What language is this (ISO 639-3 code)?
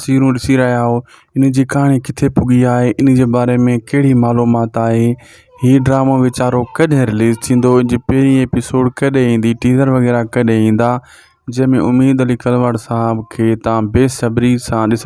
snd